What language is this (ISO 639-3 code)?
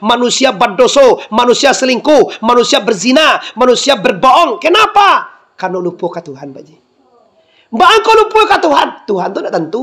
min